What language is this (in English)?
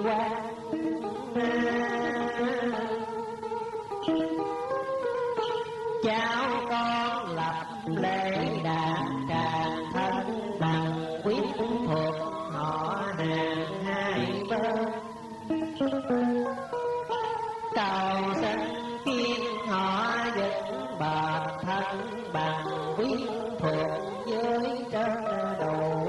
Vietnamese